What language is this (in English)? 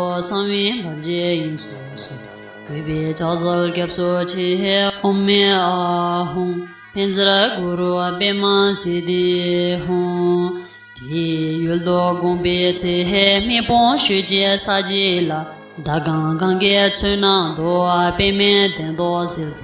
Tibetan